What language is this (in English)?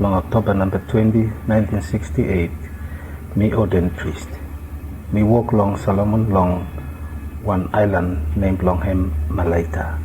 Bislama